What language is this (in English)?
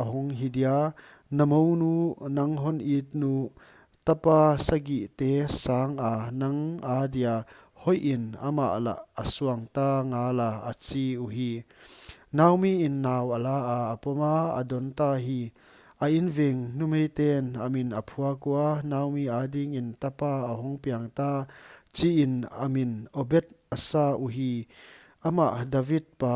Paite Chin